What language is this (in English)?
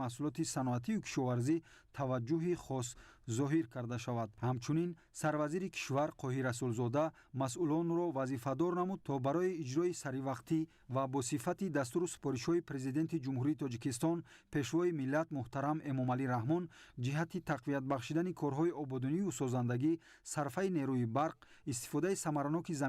Tajik